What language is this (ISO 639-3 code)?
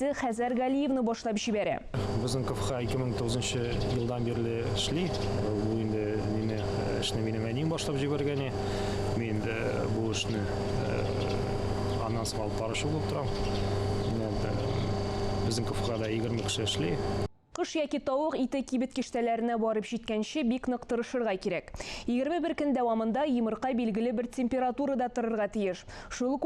tat